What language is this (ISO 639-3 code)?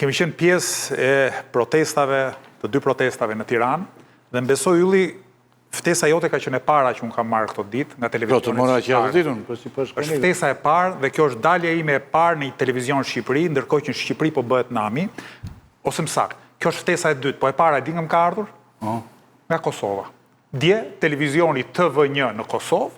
sqi